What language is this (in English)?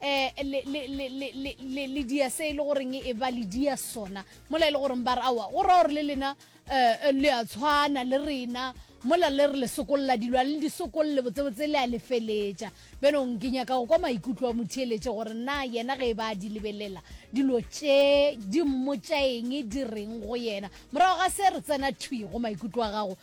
Northern Sotho